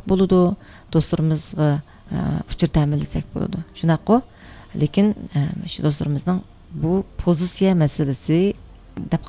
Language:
Uyghur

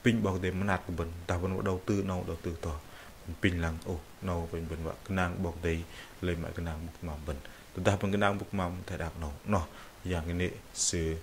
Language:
Bahnar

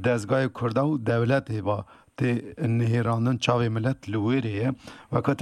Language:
Kurdish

